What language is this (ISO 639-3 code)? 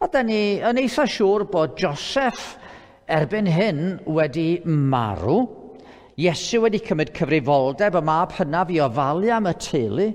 cym